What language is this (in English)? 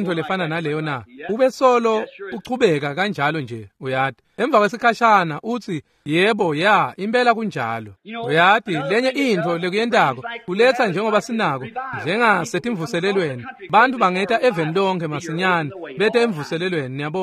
Swati